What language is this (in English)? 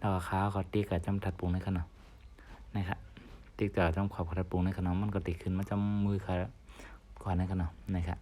Shan